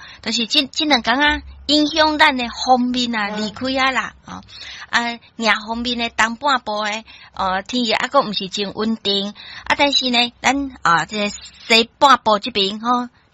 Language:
Min Nan Chinese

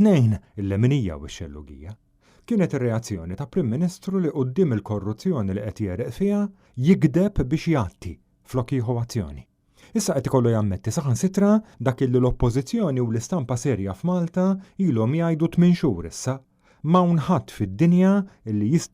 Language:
Maltese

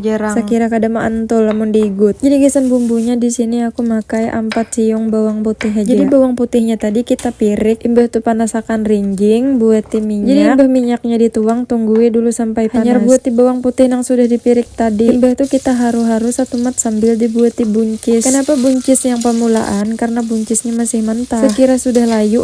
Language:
Banjar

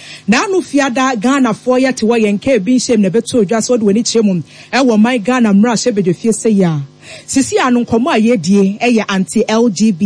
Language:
Akan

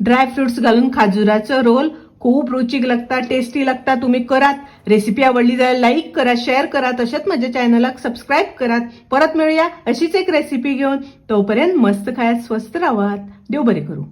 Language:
Konkani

